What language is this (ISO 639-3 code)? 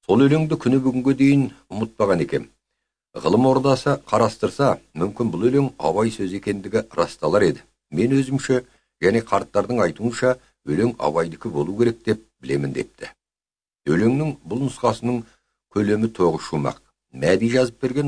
kaz